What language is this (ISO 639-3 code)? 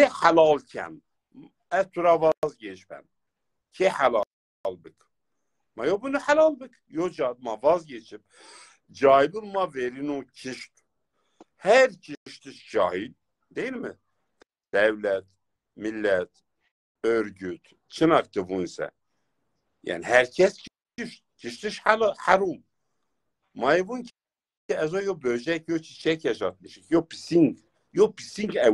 zza